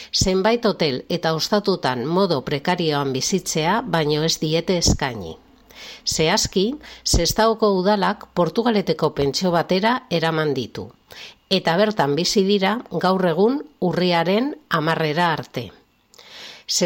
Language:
Basque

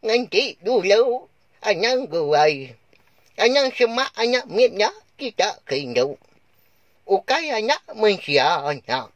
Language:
Iban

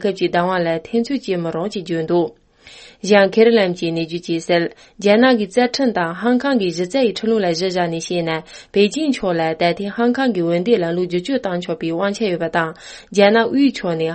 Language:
Tibetan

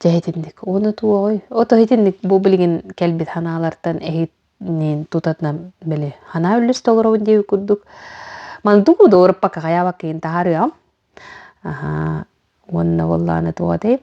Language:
Yakut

